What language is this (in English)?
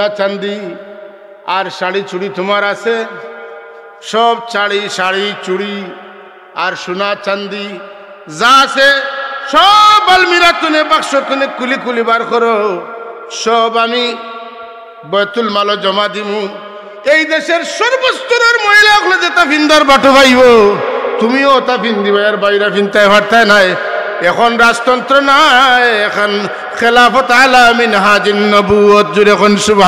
Sylheti